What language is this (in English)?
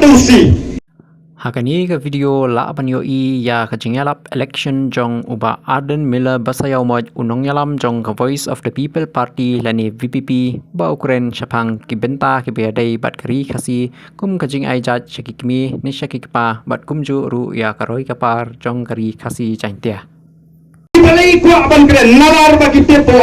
Khasi